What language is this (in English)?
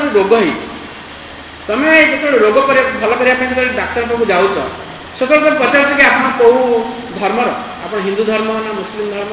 Odia